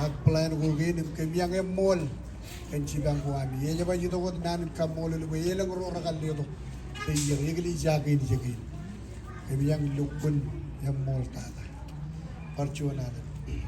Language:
Marshallese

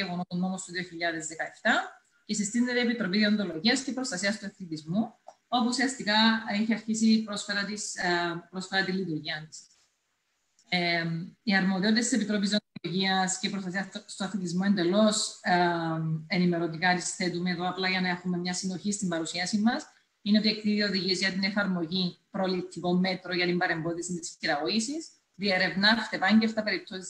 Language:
Greek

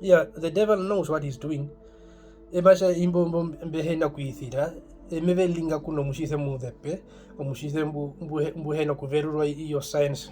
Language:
Herero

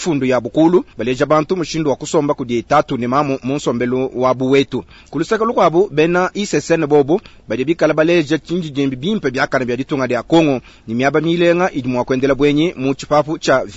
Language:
Luba-Lulua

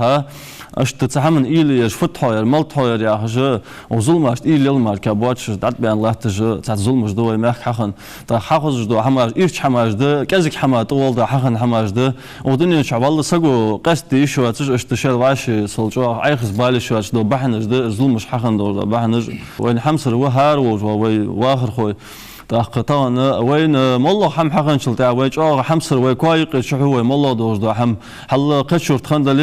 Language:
Ingush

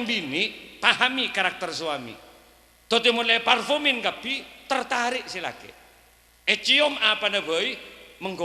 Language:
Madurese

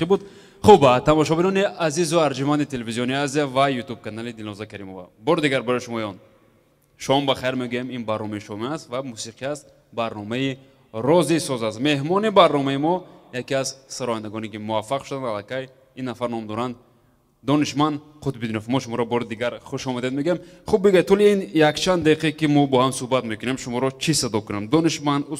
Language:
Tajik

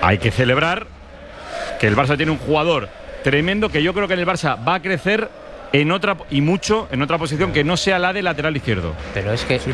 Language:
Spanish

